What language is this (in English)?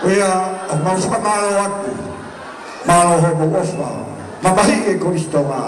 Tongan